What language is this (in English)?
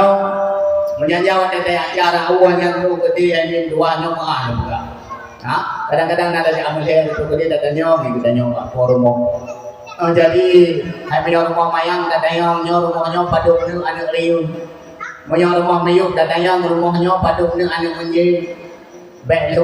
Achinese